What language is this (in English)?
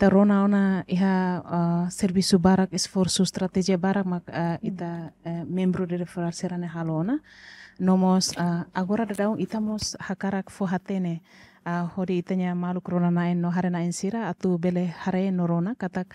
Tetum